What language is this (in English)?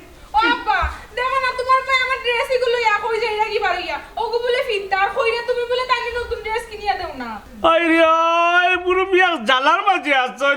Sylheti